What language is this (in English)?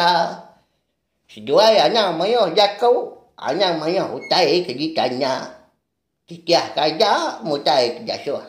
Iban